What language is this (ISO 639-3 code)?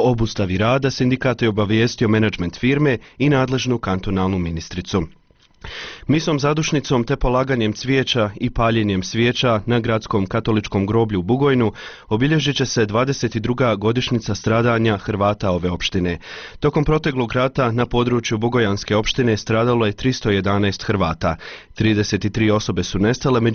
bos